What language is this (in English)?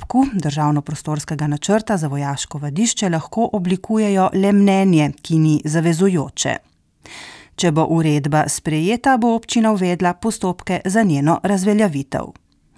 Slovenian